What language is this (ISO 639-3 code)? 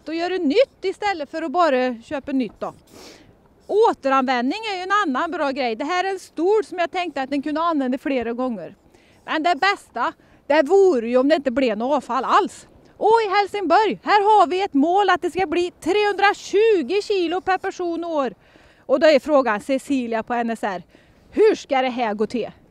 swe